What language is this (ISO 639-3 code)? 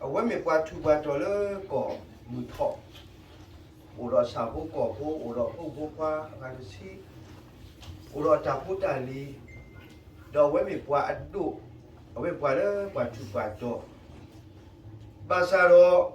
ksw